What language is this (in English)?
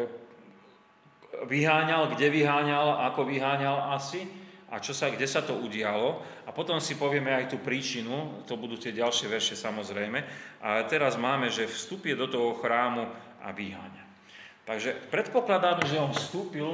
Slovak